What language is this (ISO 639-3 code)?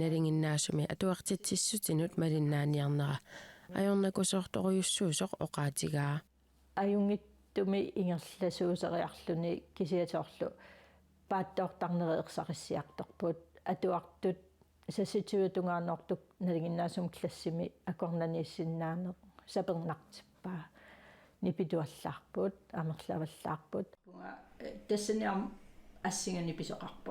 kal